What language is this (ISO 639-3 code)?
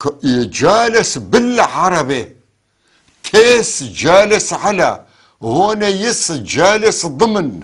apc